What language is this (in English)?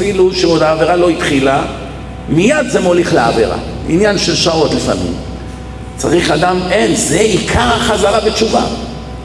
Hebrew